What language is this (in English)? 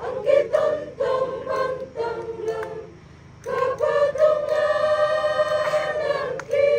Toraja-Sa'dan